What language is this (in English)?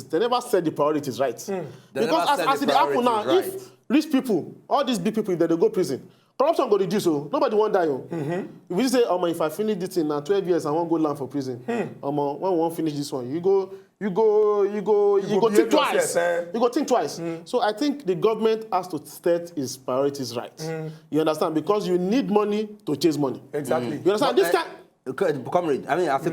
Nigerian Pidgin